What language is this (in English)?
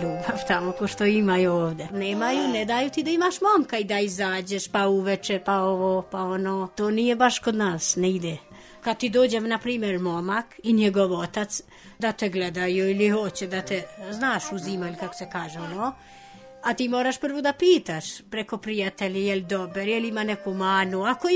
Serbian